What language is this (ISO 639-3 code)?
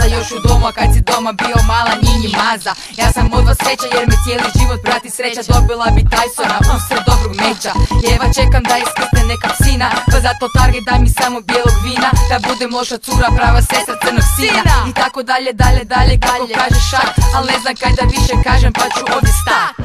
hrv